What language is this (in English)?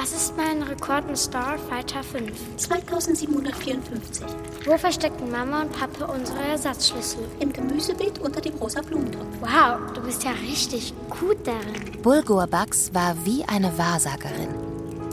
Swiss German